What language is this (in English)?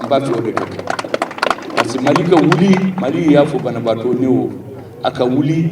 Bambara